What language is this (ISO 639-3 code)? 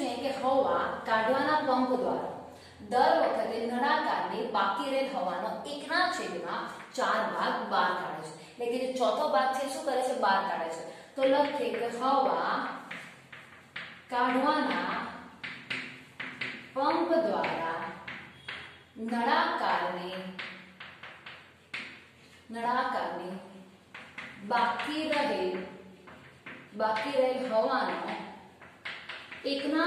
guj